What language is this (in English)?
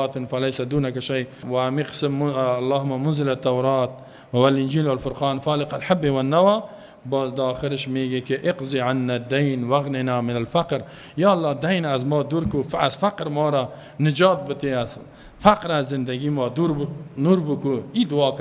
Persian